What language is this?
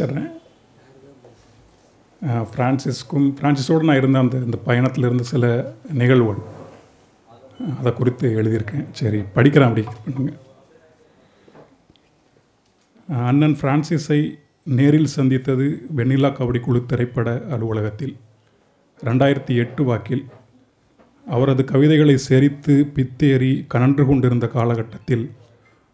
Tamil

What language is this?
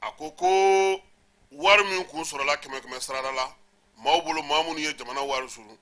Bambara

